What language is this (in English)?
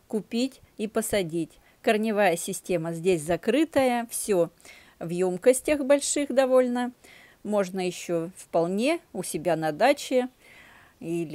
Russian